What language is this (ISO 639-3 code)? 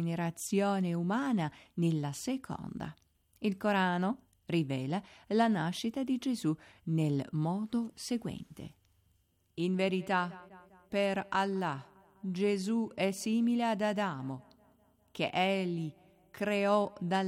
ita